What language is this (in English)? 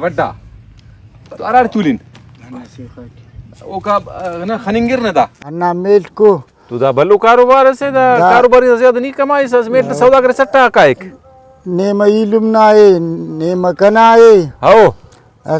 Brahui